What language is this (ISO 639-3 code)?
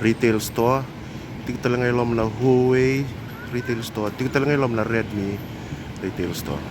fij